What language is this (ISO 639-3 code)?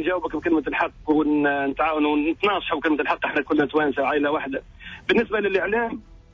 aeb